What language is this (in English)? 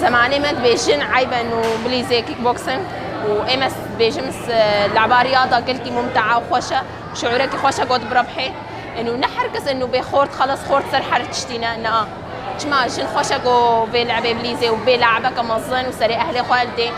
Kurdish